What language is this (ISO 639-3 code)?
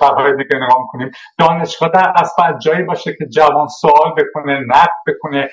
fas